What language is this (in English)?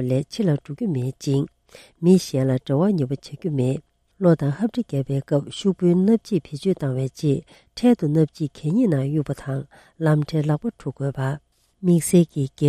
Tibetan